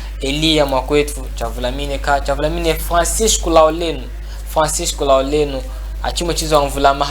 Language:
Chokwe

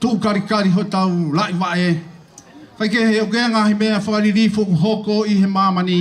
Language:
Tongan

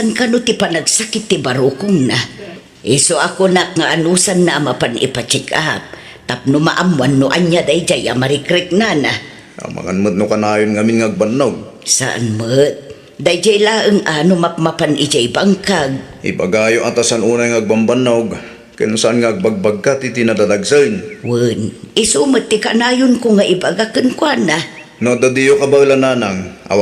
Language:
Iloko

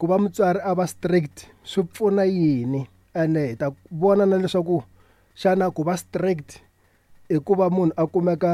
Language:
Tsonga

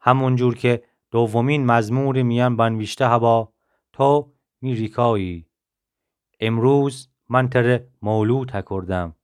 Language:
Gilaki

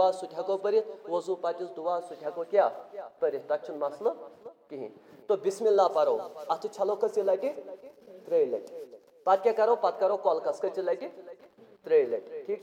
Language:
Kashmiri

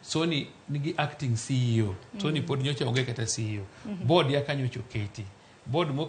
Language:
Luo (Kenya and Tanzania)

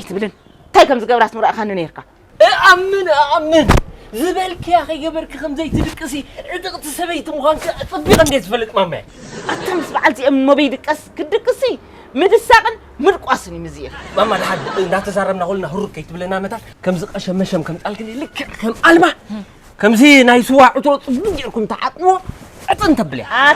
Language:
Tigrinya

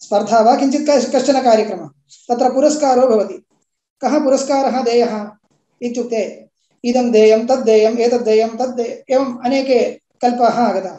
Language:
Sanskrit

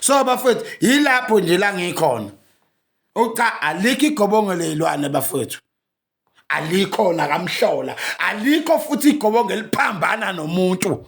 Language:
Zulu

